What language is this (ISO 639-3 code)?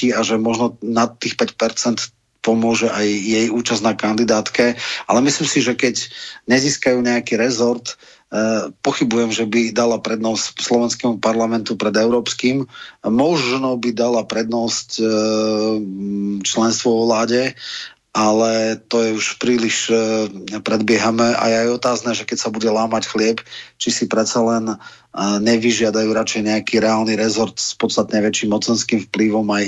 slk